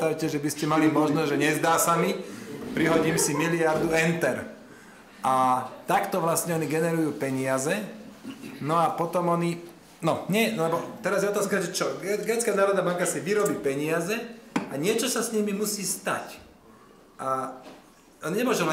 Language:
Slovak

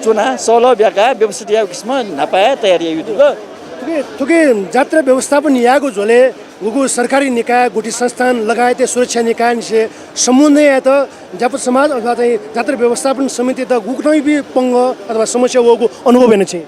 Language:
Newari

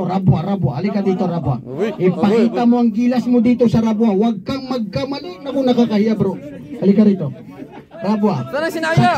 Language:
Maranao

